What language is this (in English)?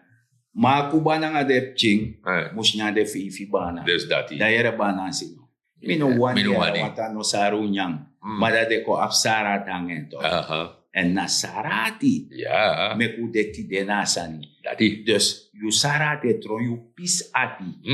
Sranan Tongo